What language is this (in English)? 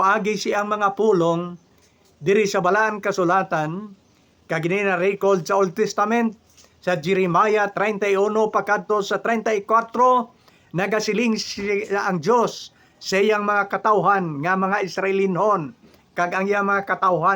Hiligaynon